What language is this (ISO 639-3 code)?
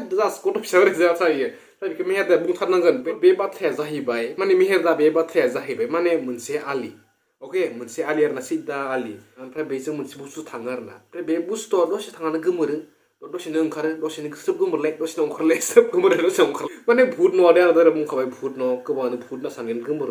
brx